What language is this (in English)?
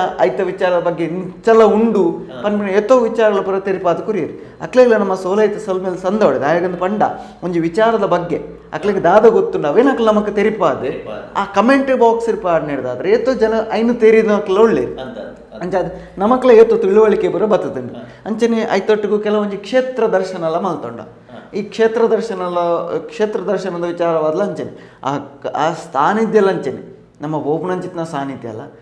Tulu